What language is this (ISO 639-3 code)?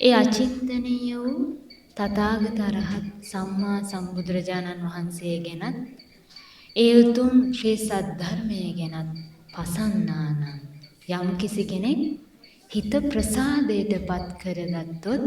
sin